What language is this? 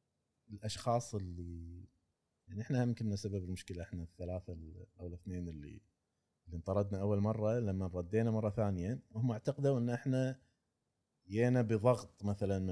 Gulf Arabic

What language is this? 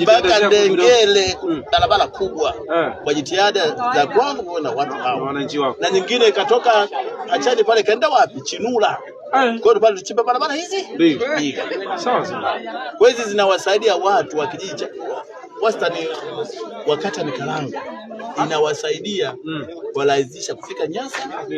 Swahili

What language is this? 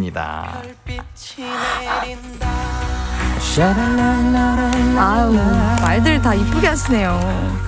Korean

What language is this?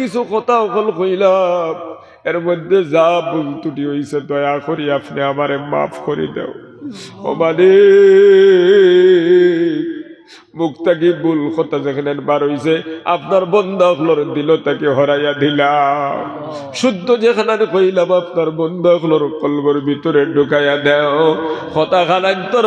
Sylheti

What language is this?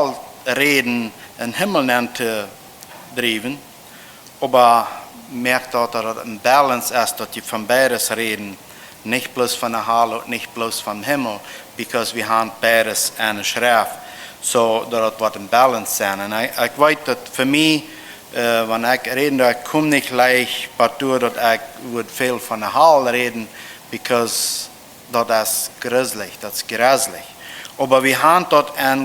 Plautdietsch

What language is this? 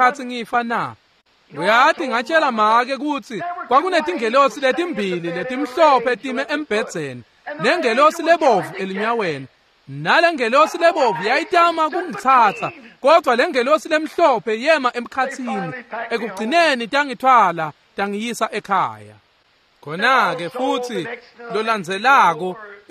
Swati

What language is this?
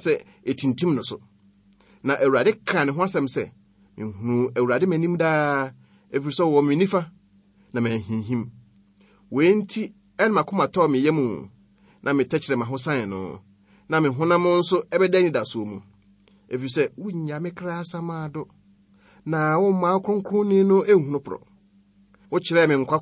Akan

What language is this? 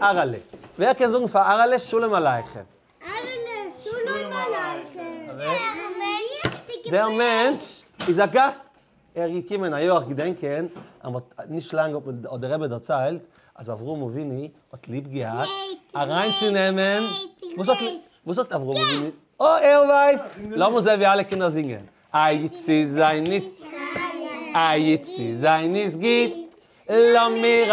Yiddish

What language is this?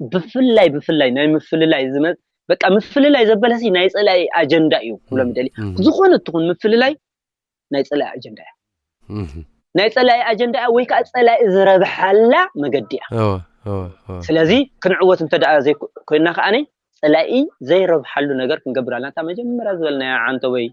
Tigrinya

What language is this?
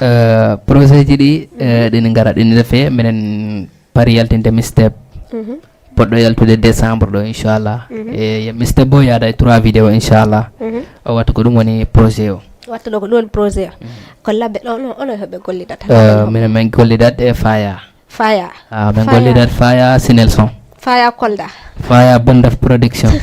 Fula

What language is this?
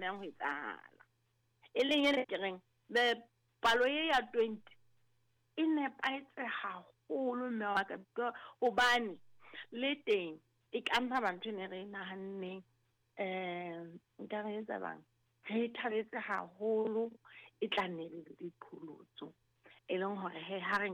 Southern Sotho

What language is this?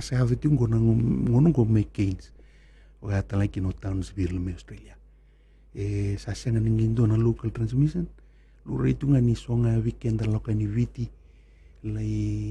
Fijian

